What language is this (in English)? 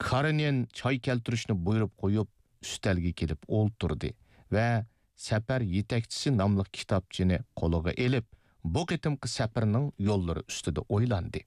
Uyghur